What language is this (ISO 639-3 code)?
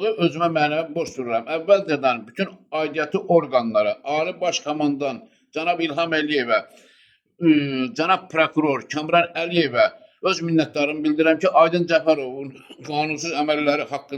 aze